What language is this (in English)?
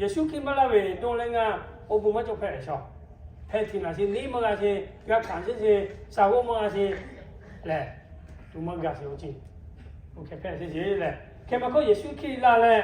Lahu